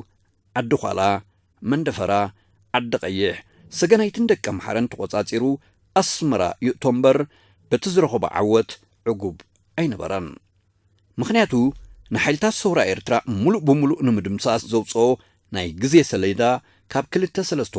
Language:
Tigrinya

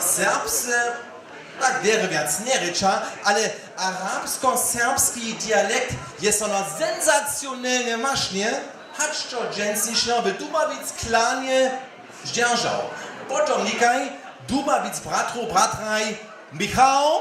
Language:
Upper Sorbian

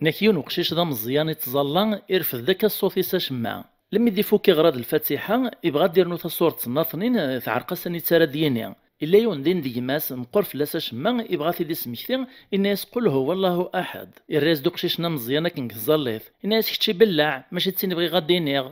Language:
Kabyle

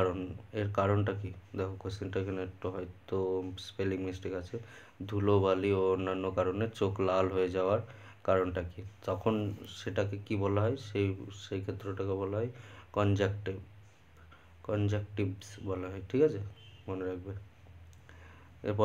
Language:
Bangla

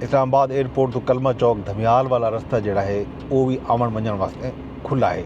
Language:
Saraiki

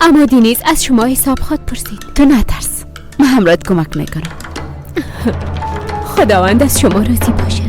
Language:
Persian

